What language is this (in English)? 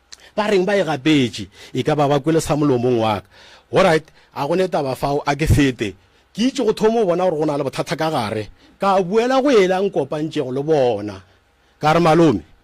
Northern Sotho